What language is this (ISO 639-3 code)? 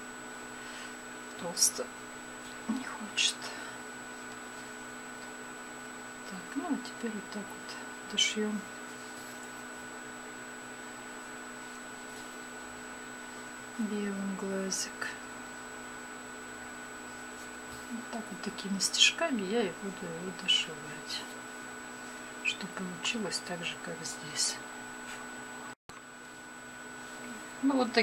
rus